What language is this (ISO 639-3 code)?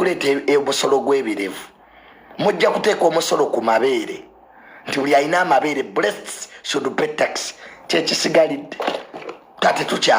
lug